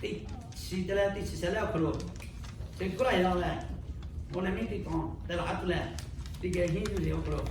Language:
Lahu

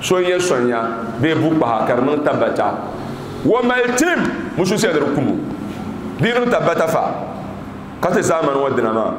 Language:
Dagbani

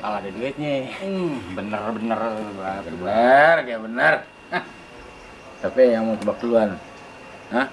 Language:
Betawi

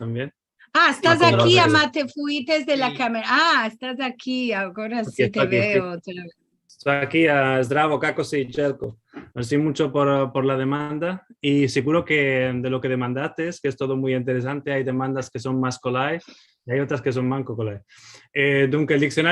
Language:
Ladino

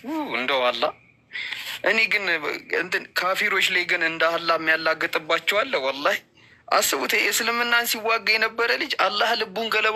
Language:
Amharic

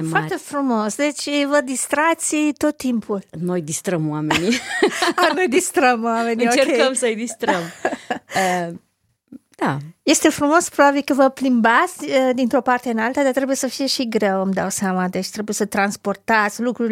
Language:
Romanian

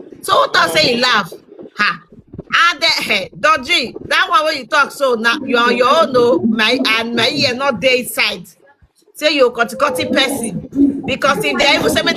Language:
Nigerian Pidgin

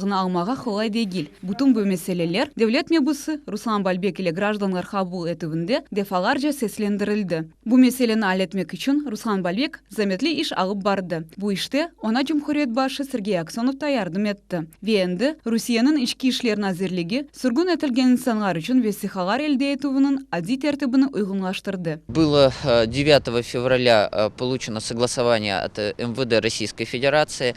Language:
Crimean Tatar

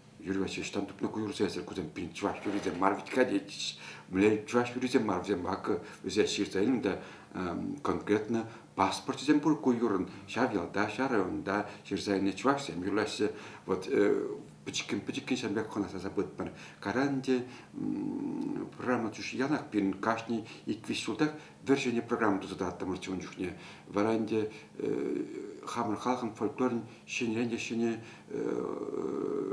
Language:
Chuvash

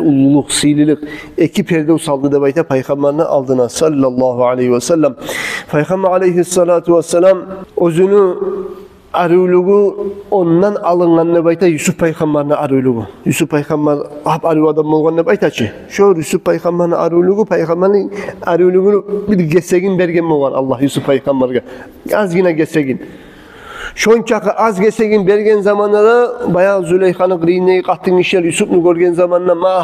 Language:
Kumyk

